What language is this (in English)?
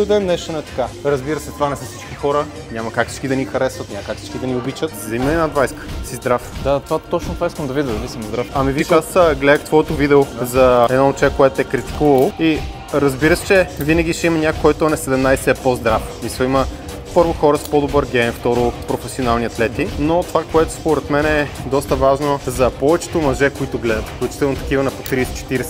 Bulgarian